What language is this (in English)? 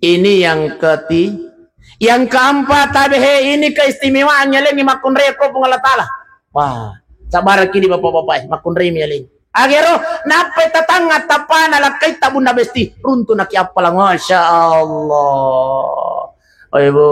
Buginese